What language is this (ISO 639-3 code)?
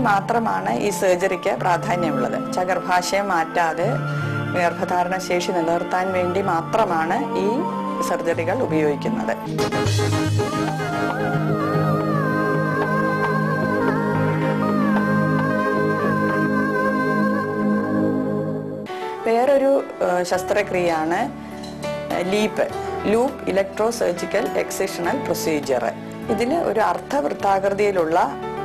mal